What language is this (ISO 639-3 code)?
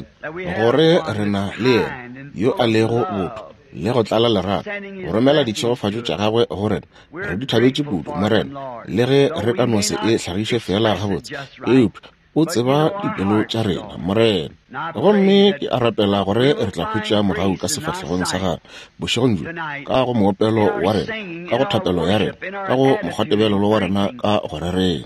nso